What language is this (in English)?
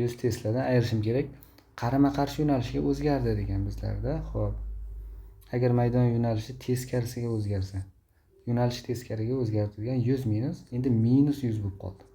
Uzbek